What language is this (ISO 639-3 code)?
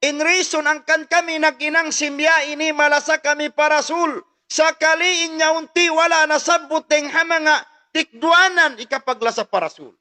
tsg